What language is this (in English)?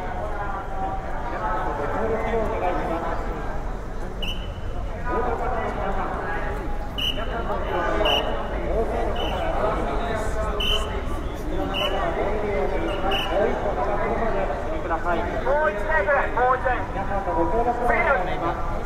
Japanese